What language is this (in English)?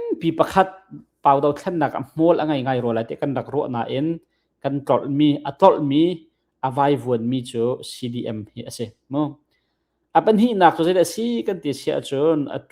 Hakha Chin